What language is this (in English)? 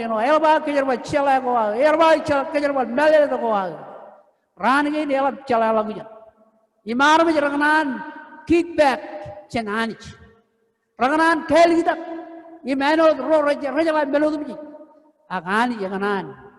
Marshallese